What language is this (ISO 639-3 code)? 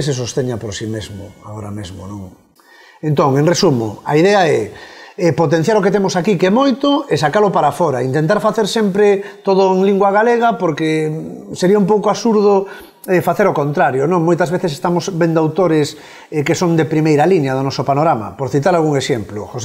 glg